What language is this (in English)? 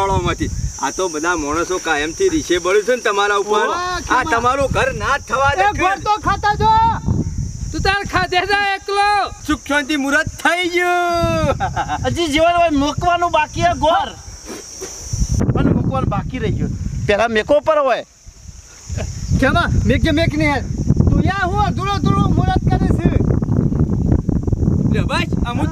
Gujarati